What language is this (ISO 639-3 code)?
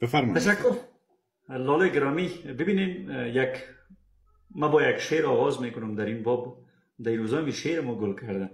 fas